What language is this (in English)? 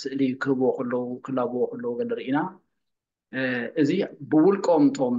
Tigrinya